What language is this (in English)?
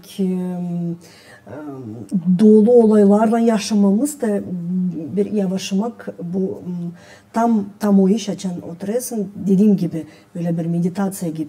Gagauz